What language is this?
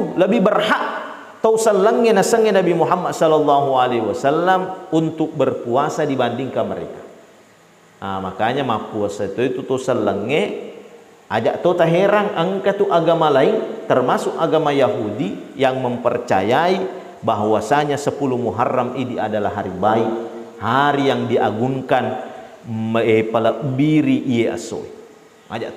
Buginese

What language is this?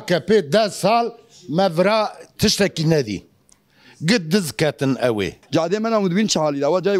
Kurdish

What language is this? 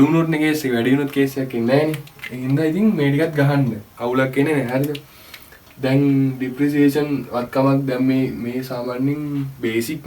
Sinhala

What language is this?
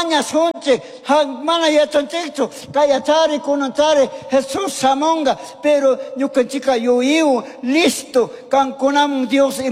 Chimborazo Highland Quichua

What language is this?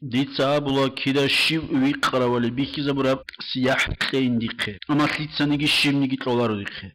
Avaric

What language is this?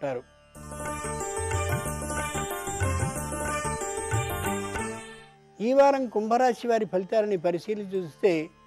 Telugu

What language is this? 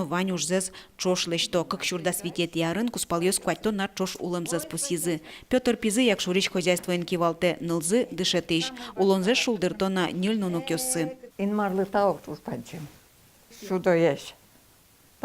Udmurt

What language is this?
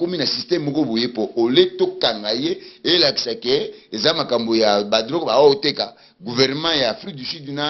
Lingala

